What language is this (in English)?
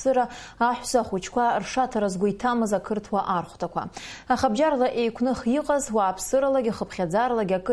Abkhazian